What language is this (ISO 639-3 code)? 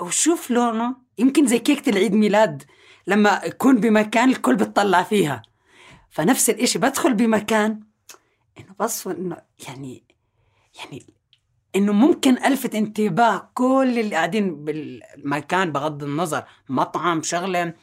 apc